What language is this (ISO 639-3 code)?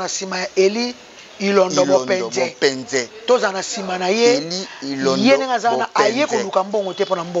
lin